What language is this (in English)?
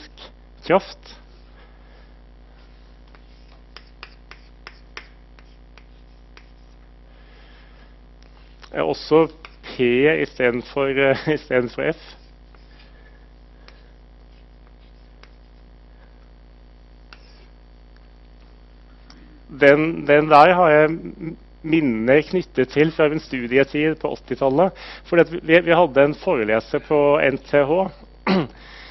Norwegian